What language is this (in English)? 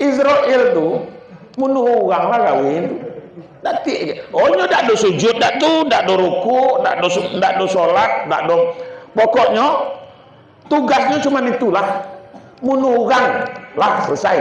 Minangkabau